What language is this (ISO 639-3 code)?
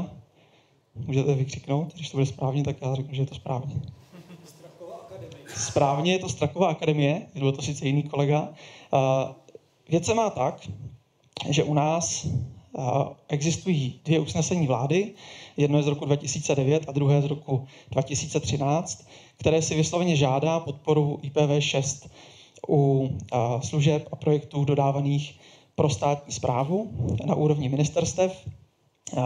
ces